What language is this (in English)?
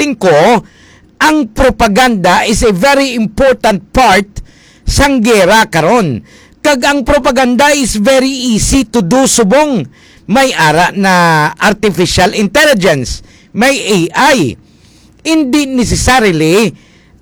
Hiligaynon